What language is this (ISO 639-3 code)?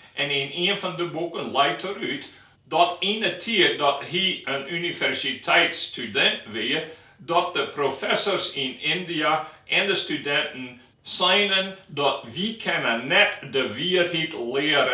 fry